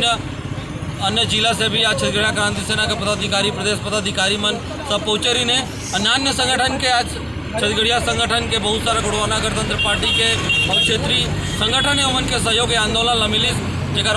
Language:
Chhattisgarhi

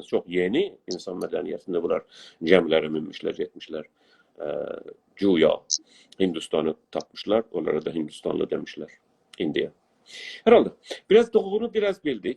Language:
South Azerbaijani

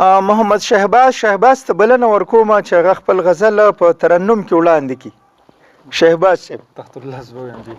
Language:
Pashto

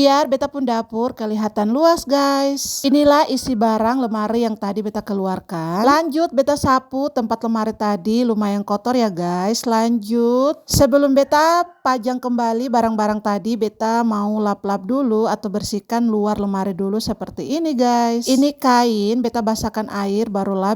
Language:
Ambonese Malay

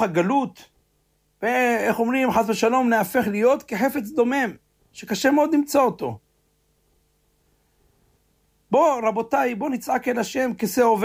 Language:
Hebrew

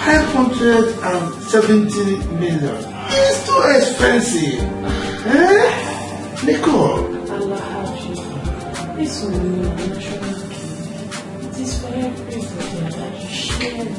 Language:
Nigerian Pidgin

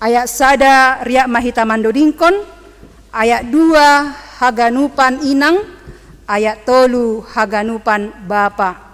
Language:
Batak Simalungun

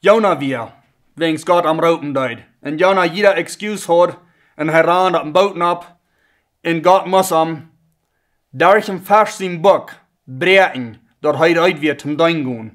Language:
Plautdietsch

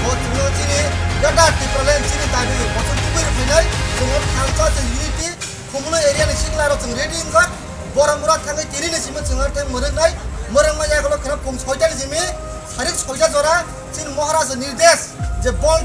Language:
Kok Borok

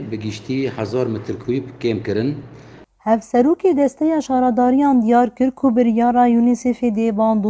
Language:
Kurdish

